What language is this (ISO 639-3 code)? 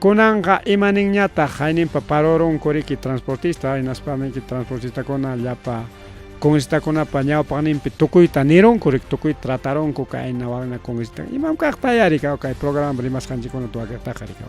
quy